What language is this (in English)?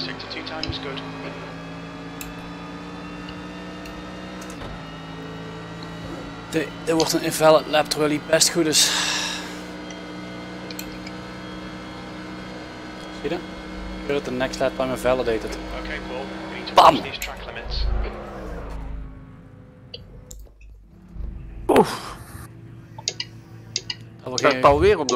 Dutch